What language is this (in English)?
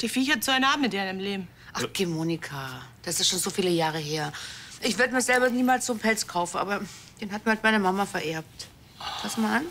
Bavarian